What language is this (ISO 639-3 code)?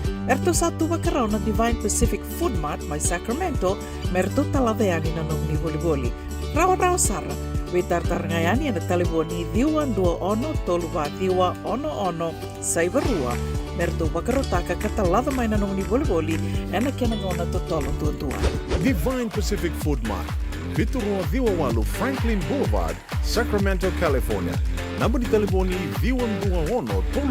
fij